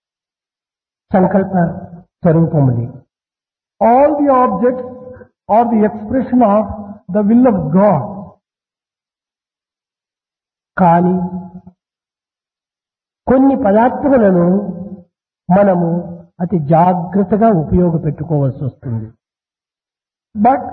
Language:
Telugu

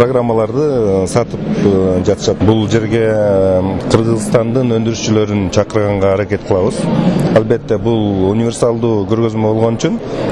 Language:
Kyrgyz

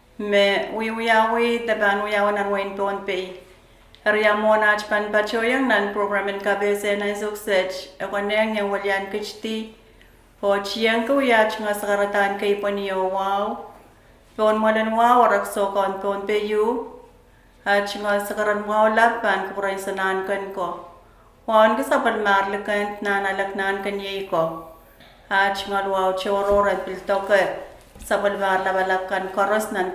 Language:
Pohnpeian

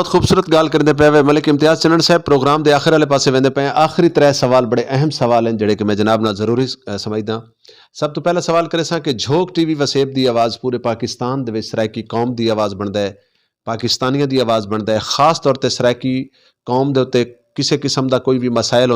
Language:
Saraiki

